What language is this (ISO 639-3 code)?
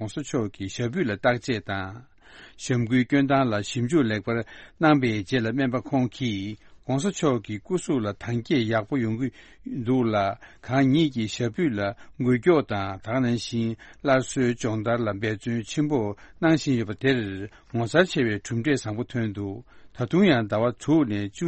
bod